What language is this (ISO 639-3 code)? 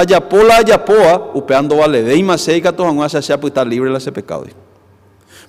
grn